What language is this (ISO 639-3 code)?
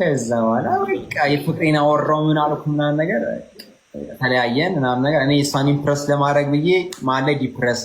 amh